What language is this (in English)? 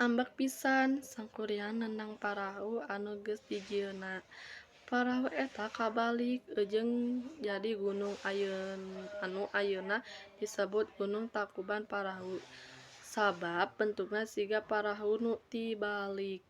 Sundanese